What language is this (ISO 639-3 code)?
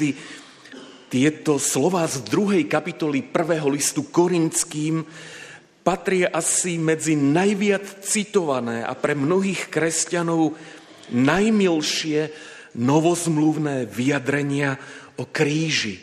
slk